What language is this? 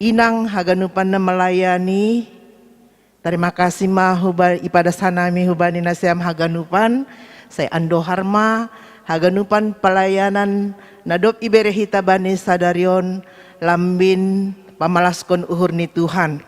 Batak Simalungun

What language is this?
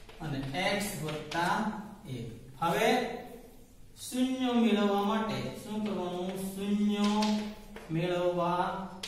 Gujarati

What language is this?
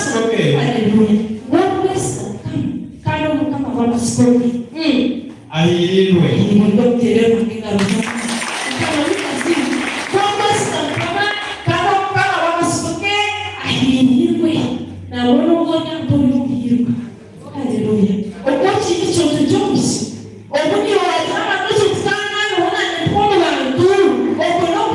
Nyankole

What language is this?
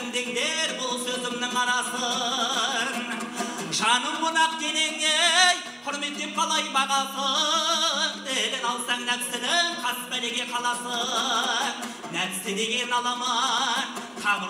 Kazakh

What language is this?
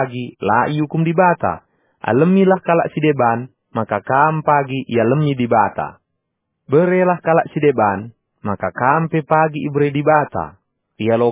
Batak Karo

